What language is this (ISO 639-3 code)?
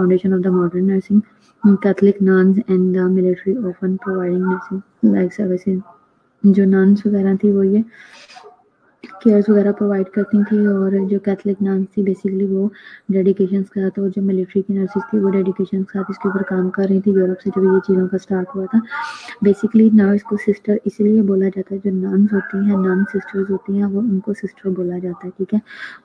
hin